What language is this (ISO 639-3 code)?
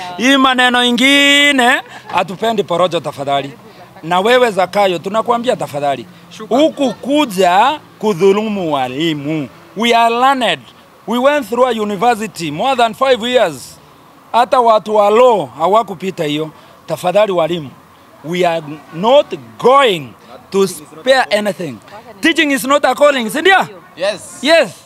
swa